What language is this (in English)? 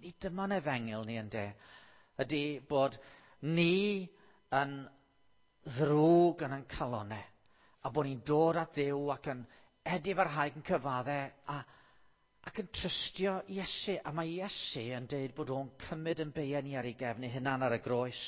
Welsh